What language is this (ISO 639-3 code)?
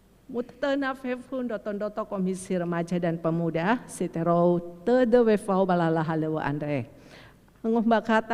nia